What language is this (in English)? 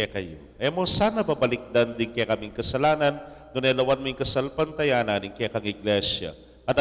Pampanga